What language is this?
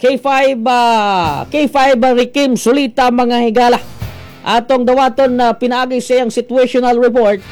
Cebuano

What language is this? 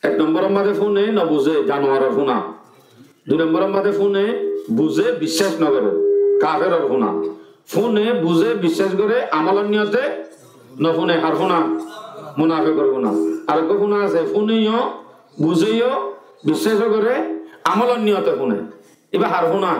Rohingya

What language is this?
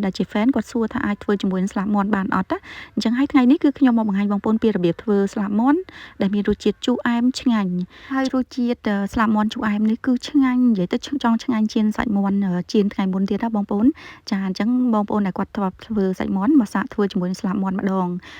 Khmer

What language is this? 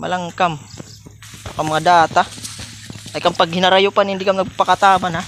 Waray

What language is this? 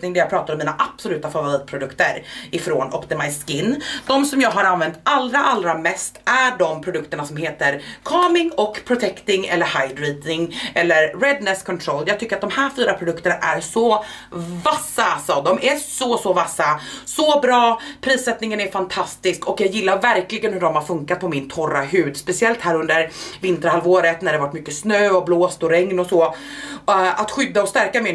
Swedish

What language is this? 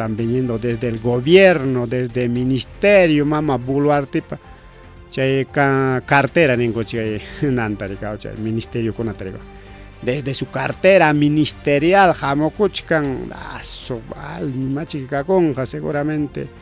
Ayacucho Quechua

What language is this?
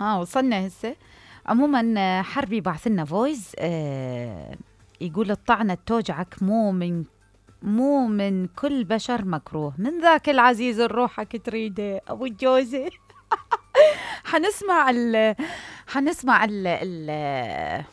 Mesopotamian Arabic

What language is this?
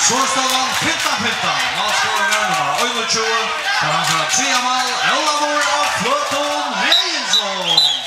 Faroese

